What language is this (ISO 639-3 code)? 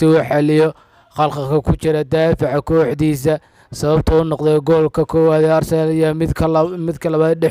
som